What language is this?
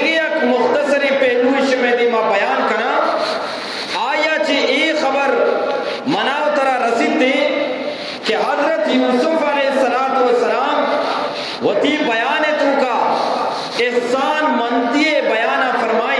Eastern Balochi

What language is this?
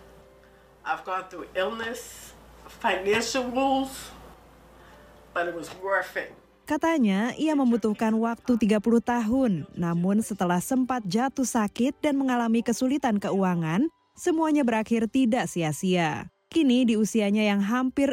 Indonesian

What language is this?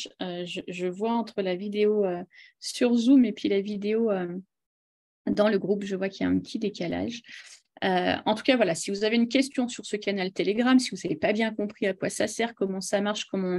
French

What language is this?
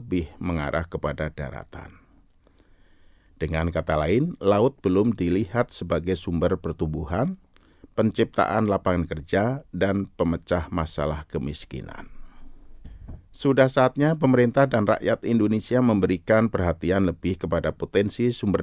Indonesian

